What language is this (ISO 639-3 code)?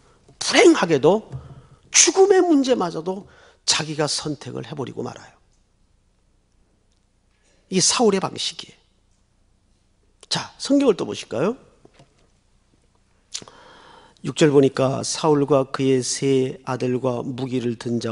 kor